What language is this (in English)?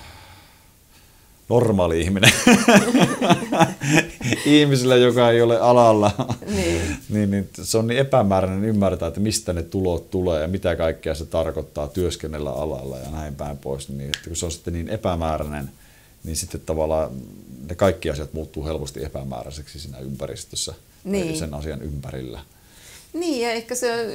Finnish